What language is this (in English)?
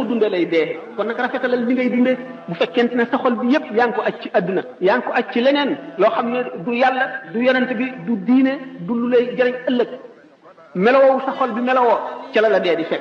Wolof